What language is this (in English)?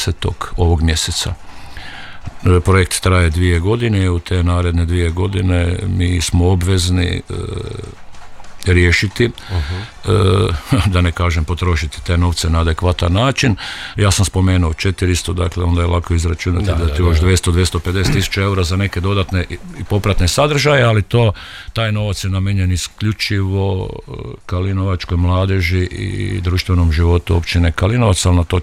Croatian